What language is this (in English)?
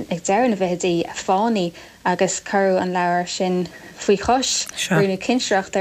Irish